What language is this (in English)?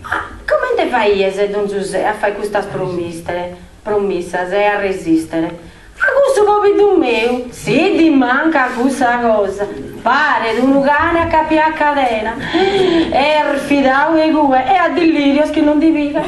Sardinian